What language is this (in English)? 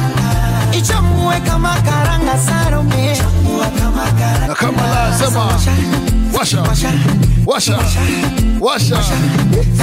Swahili